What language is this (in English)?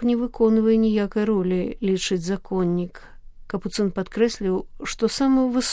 Belarusian